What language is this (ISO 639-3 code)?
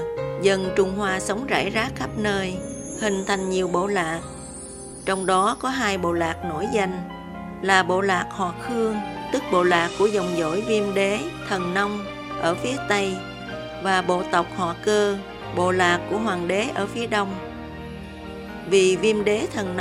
vie